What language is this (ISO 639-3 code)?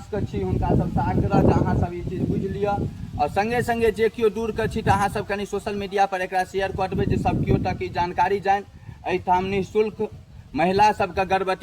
mai